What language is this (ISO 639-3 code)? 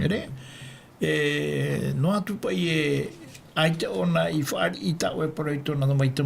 tah